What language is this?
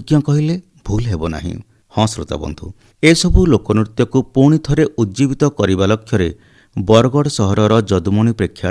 Odia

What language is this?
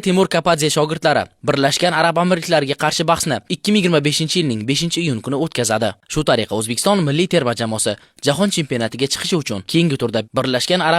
Uzbek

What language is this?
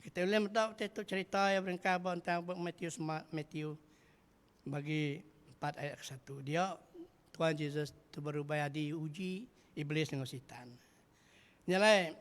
Iban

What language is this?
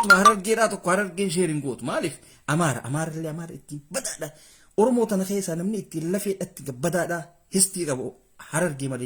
Oromo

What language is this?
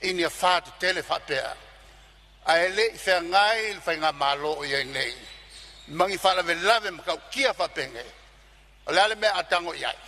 Samoan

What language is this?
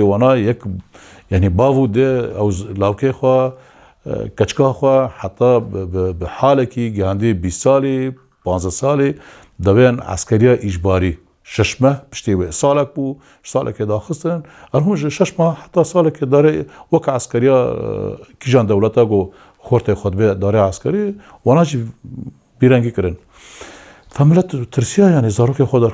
Kurdish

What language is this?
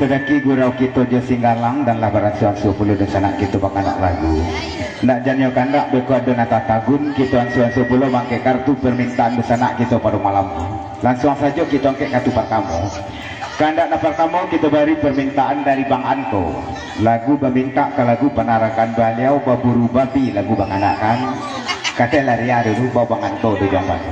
Minangkabau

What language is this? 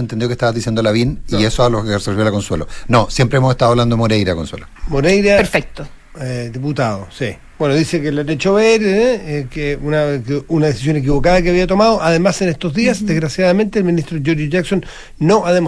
Spanish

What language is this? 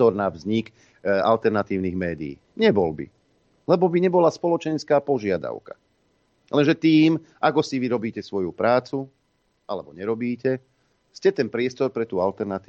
Slovak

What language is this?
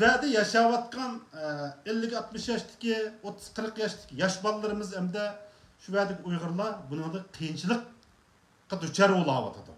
Uyghur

